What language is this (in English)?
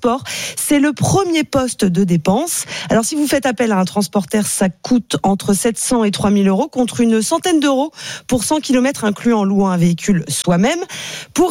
French